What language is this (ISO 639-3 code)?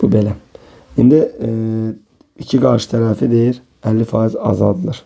aze